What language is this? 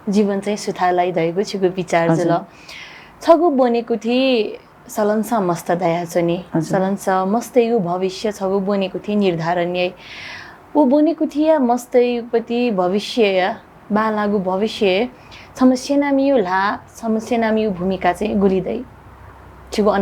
Newari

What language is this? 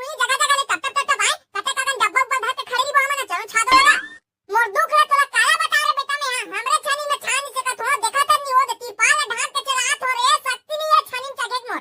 Chhattisgarhi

